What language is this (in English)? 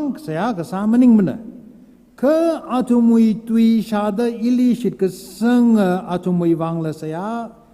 Tangkhul Naga (India)